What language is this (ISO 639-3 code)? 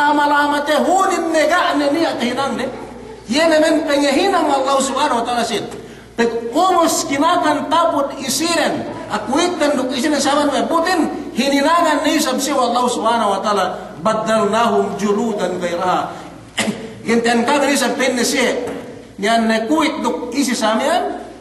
yka